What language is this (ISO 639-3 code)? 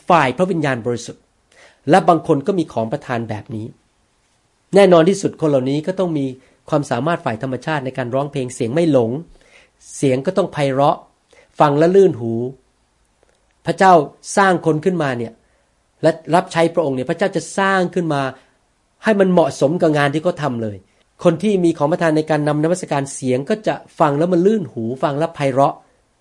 tha